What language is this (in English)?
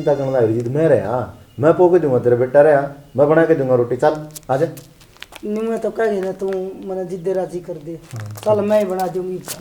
Haryanvi